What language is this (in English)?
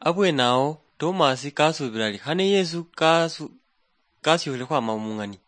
Luyia